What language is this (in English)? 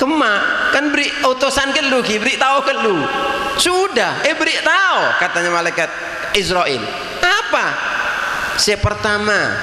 Madurese